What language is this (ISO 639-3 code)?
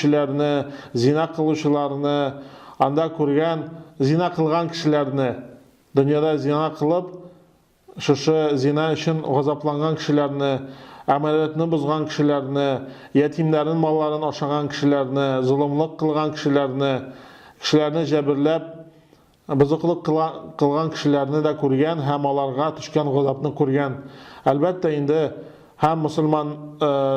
tat